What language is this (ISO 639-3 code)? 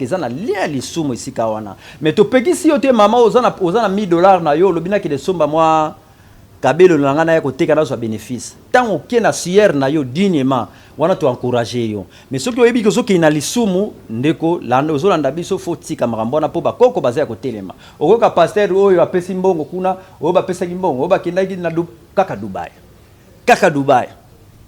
lin